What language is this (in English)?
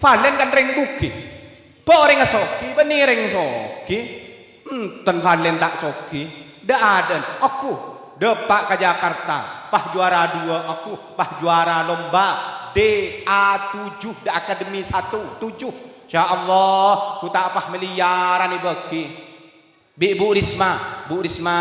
Madurese